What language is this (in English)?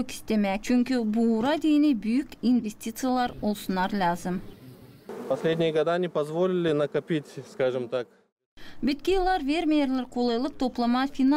Gagauz